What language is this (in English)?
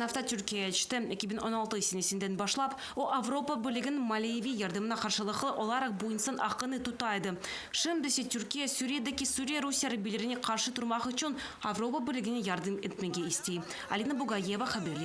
Crimean Tatar